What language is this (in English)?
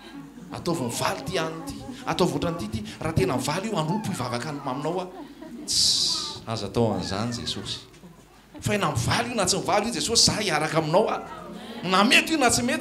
Malagasy